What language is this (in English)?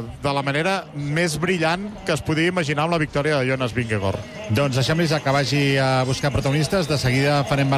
Catalan